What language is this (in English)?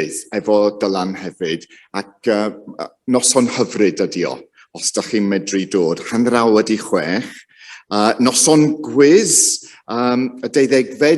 Welsh